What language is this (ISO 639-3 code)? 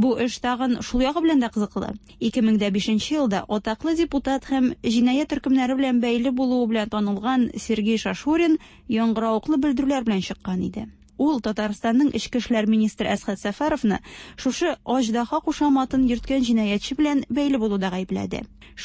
tat